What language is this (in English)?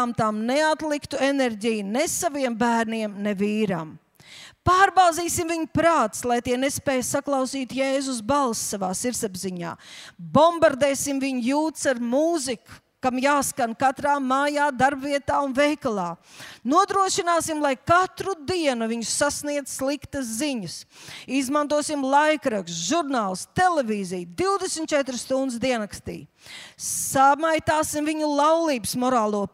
Latvian